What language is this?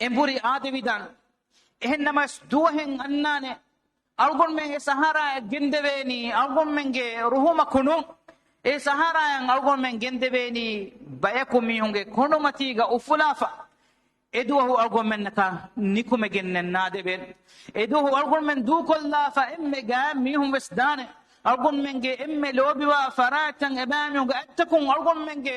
Divehi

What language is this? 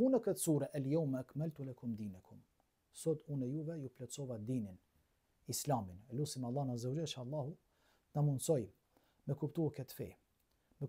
Albanian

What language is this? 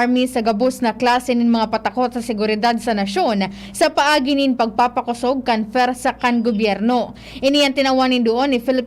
Bikol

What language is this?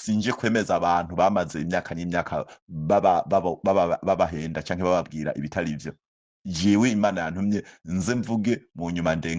Rundi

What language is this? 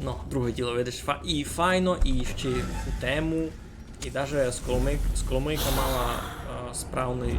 Rusyn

